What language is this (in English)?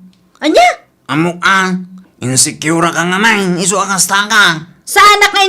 Iloko